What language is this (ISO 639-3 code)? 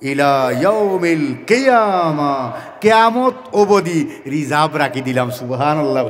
syl